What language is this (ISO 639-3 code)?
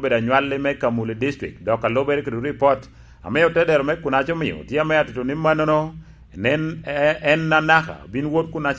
laj